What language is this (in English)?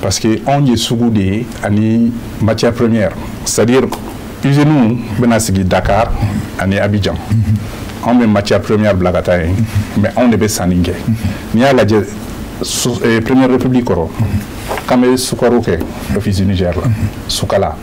Bambara